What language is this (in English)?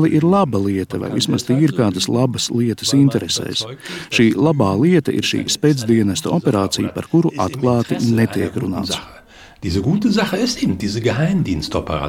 Latvian